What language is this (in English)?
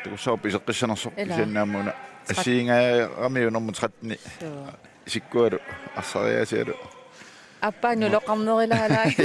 Kalaallisut